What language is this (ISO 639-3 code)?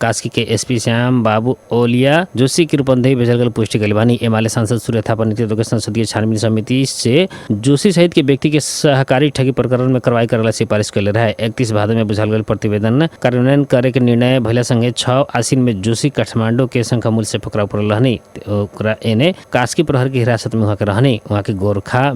bho